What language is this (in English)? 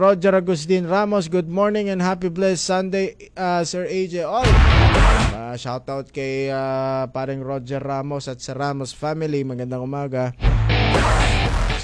Filipino